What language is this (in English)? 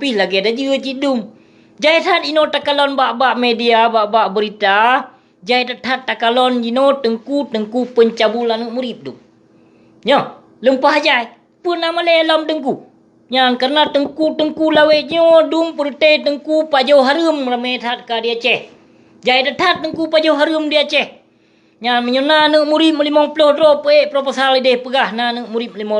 Achinese